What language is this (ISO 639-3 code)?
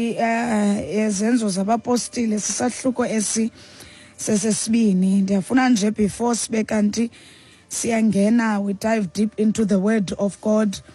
xho